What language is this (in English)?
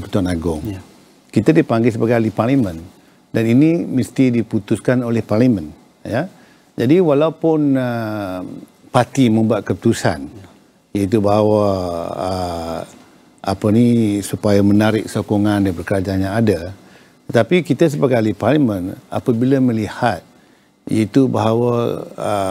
Malay